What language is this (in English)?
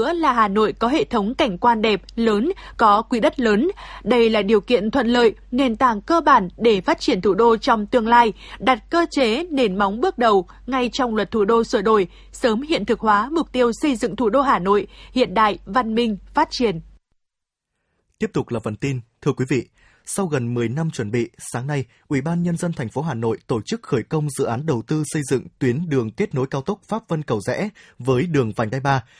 Vietnamese